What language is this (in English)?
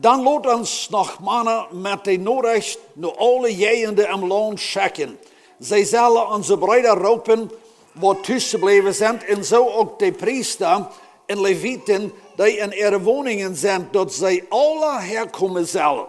Plautdietsch